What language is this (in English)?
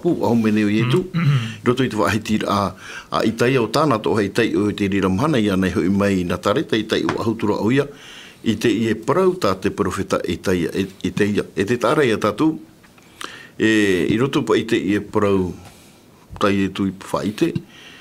Tahitian